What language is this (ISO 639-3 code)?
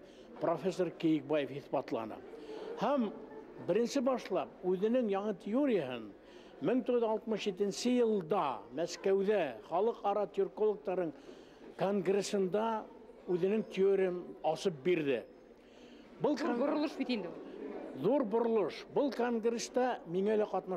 bak